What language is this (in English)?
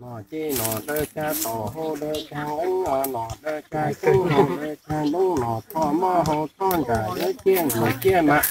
Hmong